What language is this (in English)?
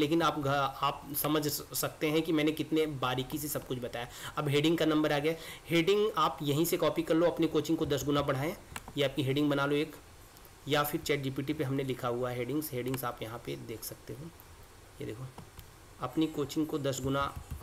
Hindi